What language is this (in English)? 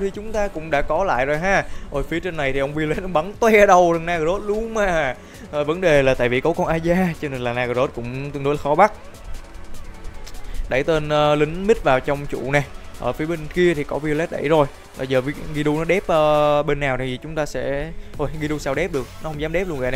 Vietnamese